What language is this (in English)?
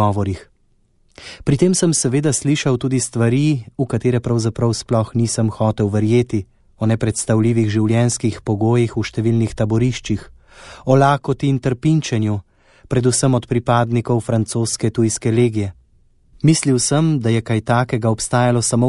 Slovenian